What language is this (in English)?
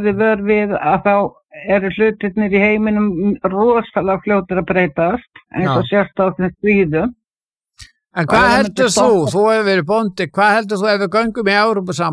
Icelandic